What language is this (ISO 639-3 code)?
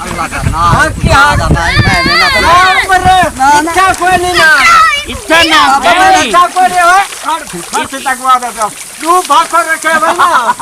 skr